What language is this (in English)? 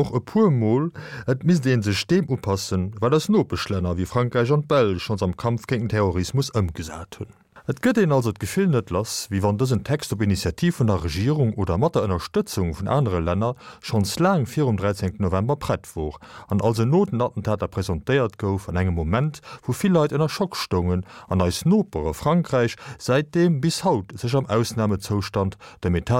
Luxembourgish